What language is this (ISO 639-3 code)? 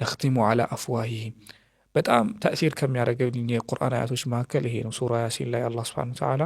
amh